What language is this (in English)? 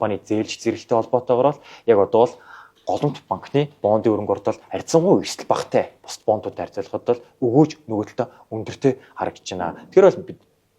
Mongolian